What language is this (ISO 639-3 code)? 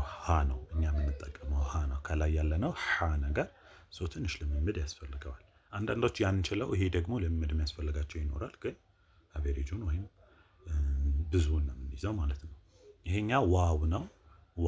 amh